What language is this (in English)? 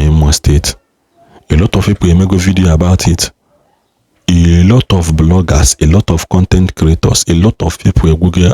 Igbo